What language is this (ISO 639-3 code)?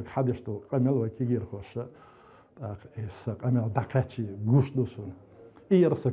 che